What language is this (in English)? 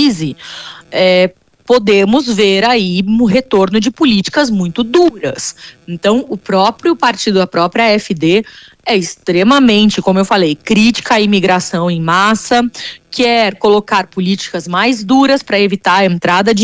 Portuguese